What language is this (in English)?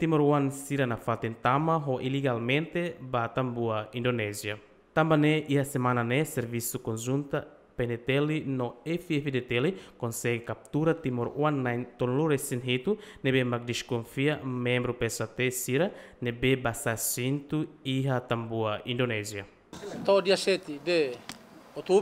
Tetum